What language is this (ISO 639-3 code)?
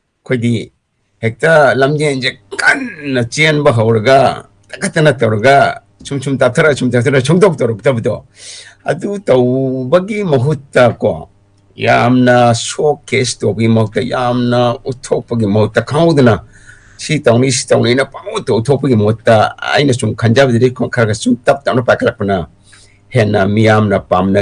mni